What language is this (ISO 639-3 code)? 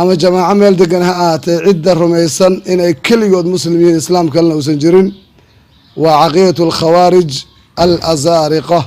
som